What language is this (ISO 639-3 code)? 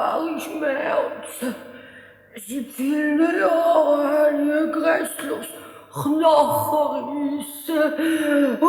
gsw